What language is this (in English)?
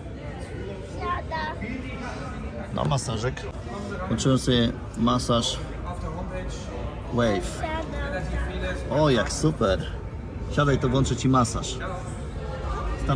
Polish